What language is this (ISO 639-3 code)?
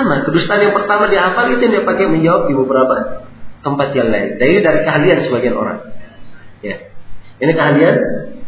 ind